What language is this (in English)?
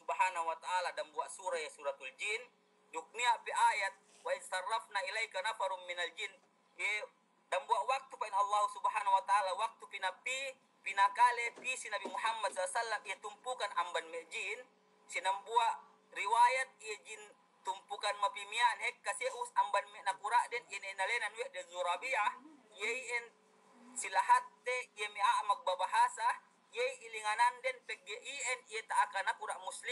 Yakan